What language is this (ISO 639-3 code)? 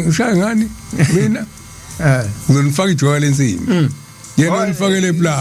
zul